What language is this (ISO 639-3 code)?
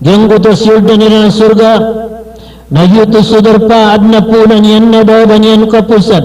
mrw